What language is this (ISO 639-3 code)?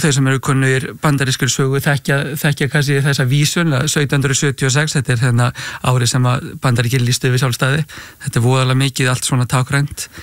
isl